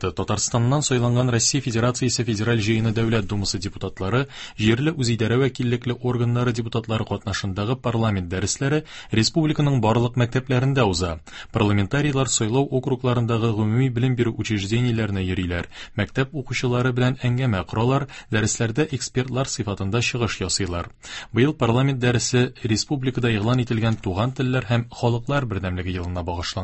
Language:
Tatar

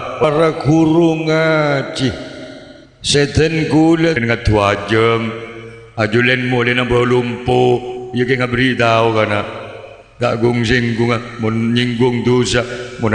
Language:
Madurese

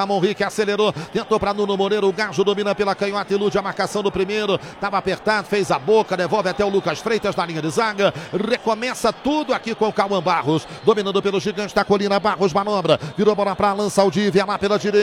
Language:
Portuguese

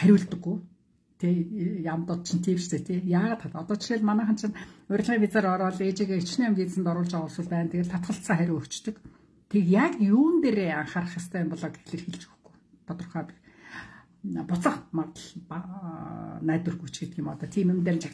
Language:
Mongolian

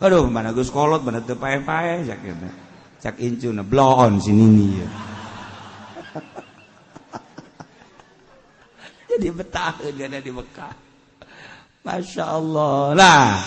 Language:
Sundanese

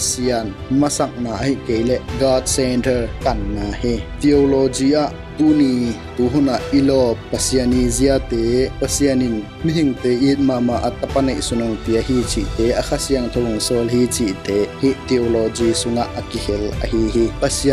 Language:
Tedim Chin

